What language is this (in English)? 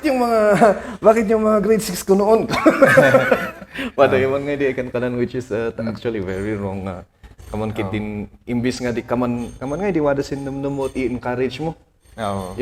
Kankanaey